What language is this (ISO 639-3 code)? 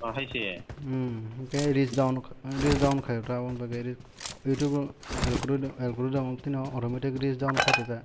trp